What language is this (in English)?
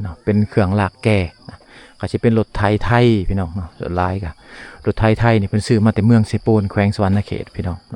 Lao